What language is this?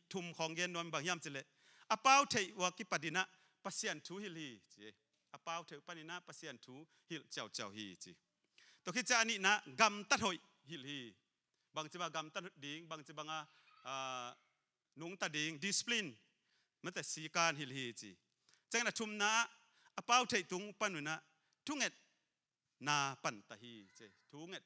Tedim Chin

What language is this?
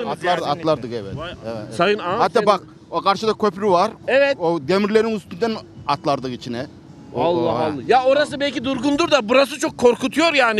Turkish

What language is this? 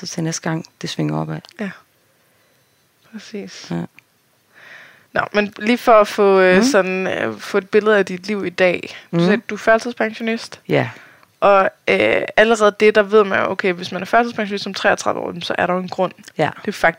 Danish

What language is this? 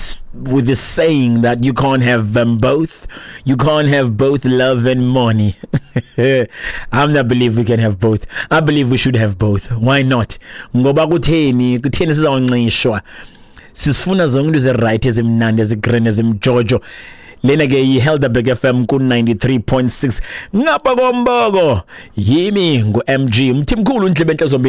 Xhosa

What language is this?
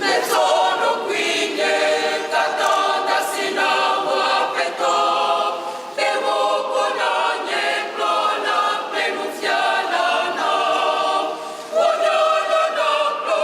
Ewe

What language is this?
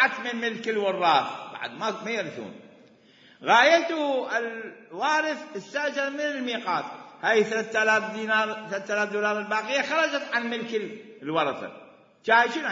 Mesopotamian Arabic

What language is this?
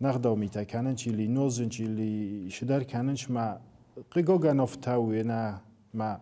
Ossetic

